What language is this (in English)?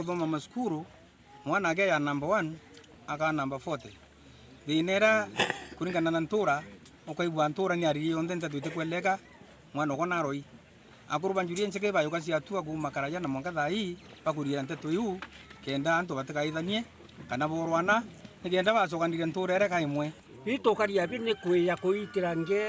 Meru